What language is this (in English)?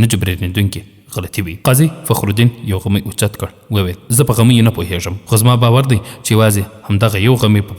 Pashto